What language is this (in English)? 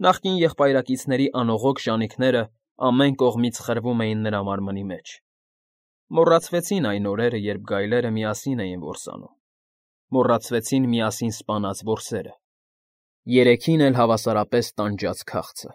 Armenian